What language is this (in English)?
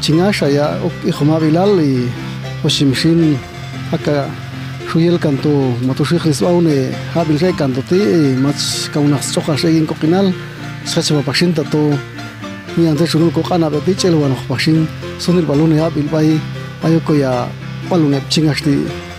Popti'